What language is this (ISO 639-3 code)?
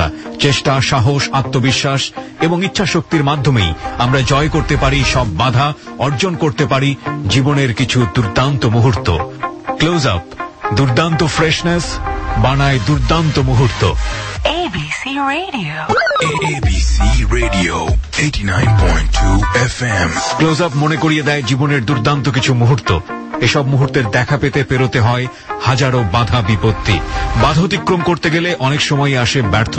ben